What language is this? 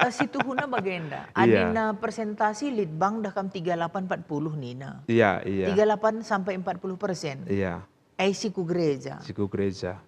Batak Karo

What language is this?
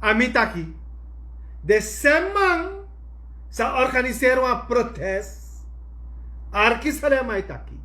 Sranan Tongo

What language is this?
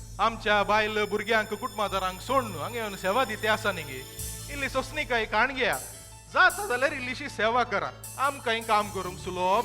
Konkani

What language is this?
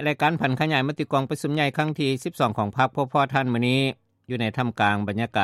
Lao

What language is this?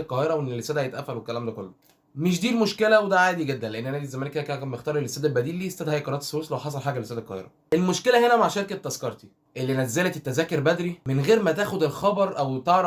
Egyptian Arabic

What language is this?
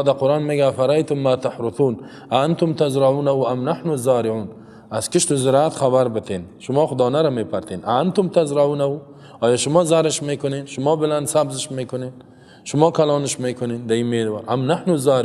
Persian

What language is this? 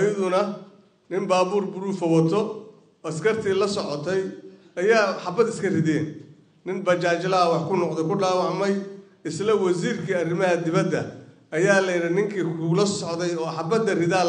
Somali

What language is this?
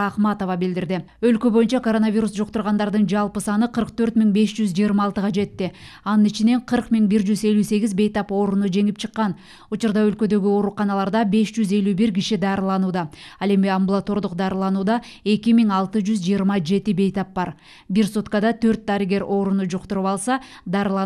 Kyrgyz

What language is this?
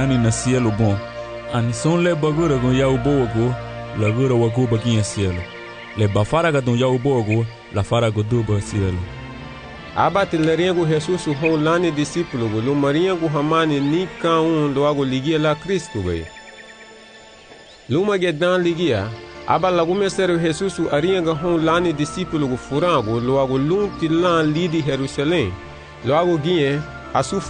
Garifuna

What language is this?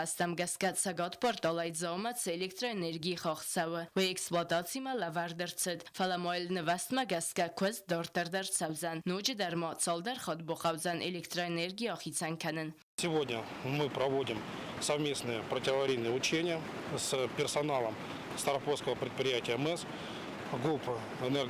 Ossetic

